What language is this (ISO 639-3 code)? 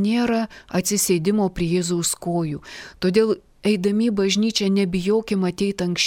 lit